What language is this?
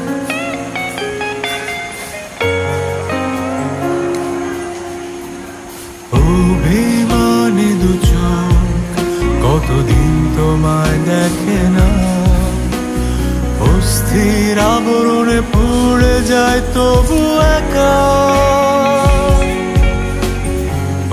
Bangla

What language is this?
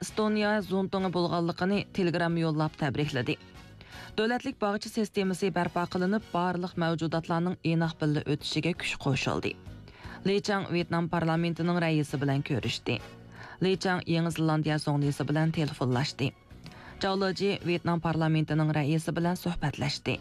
Uyghur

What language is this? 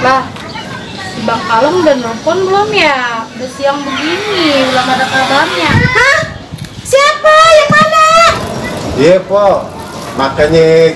Betawi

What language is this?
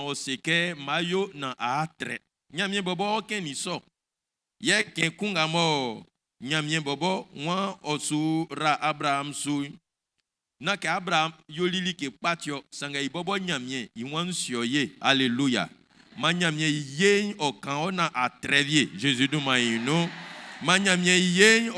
Baoulé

